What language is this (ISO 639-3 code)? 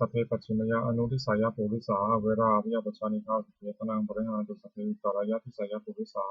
pli